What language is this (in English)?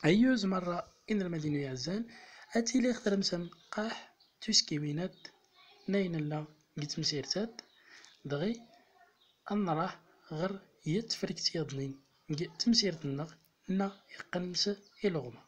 Central Atlas Tamazight